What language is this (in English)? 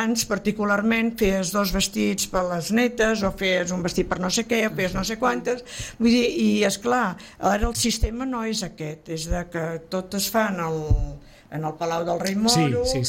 Catalan